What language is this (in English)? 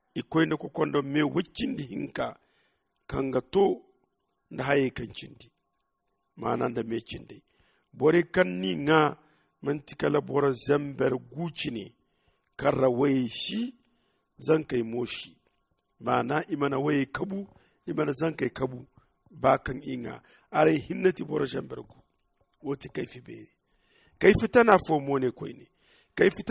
Zarma